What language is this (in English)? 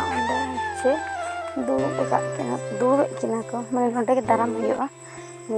Santali